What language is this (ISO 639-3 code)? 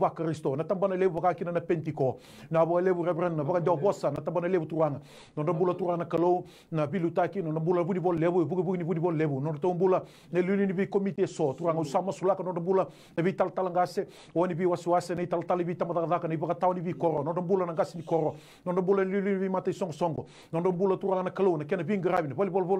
fij